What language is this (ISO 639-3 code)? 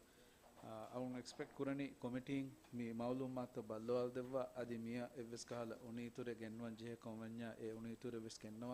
div